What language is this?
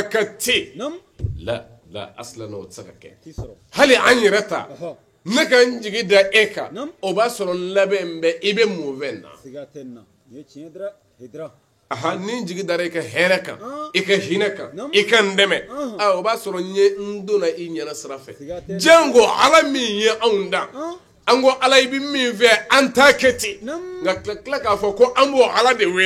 Bambara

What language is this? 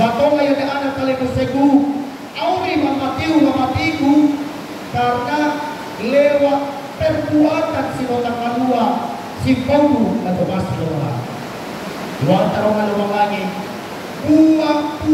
Nias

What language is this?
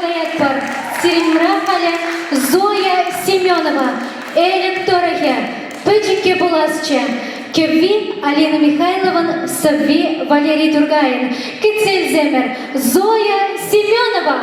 Chuvash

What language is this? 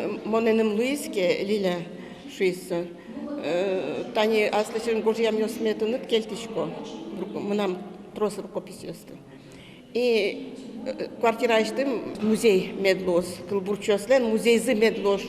Udmurt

